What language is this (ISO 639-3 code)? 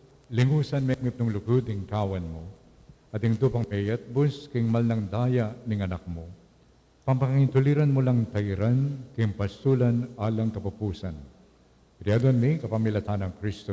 pam